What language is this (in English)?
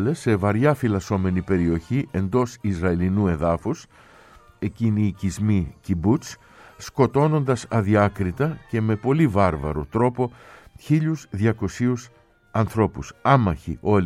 Greek